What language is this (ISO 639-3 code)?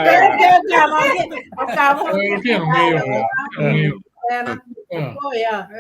ach